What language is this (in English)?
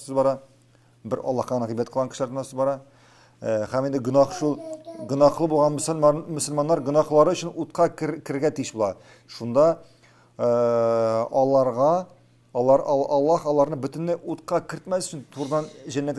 Tatar